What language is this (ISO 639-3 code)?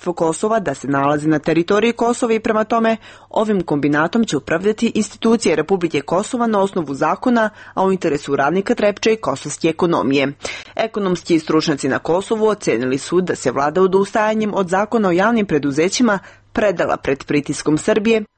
srp